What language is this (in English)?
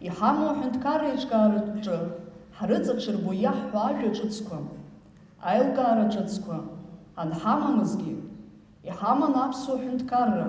Abkhazian